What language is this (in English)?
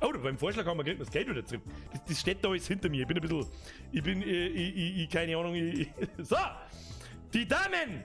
Bavarian